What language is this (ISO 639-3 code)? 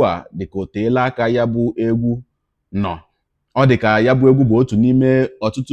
ibo